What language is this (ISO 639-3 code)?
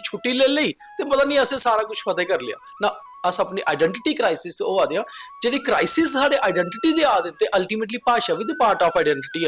doi